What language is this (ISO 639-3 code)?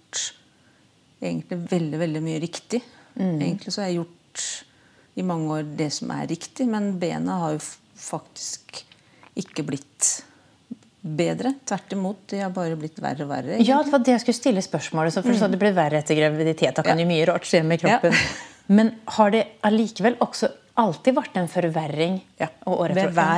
nor